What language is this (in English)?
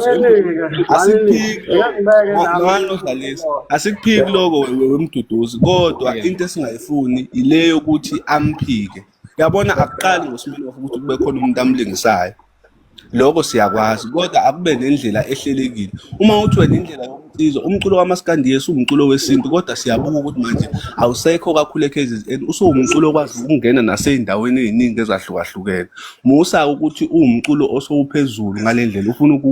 Zulu